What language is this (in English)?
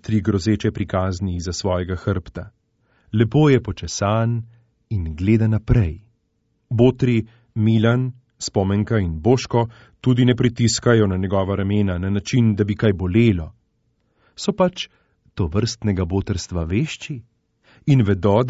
Slovenian